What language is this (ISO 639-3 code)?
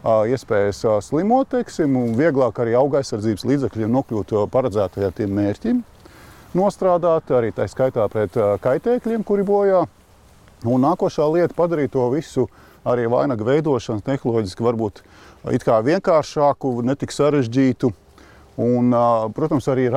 lav